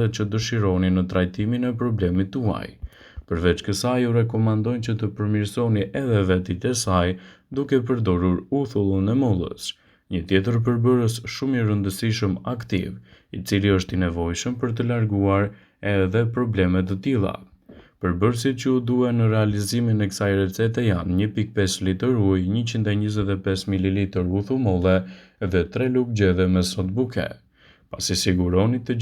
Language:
Albanian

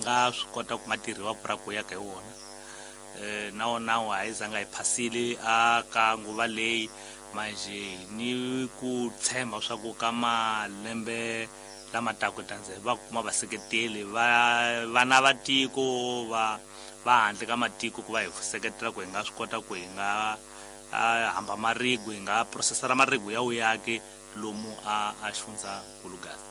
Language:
Tsonga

